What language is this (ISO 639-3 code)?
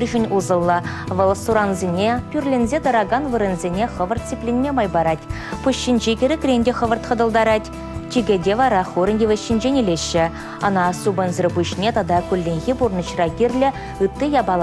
chv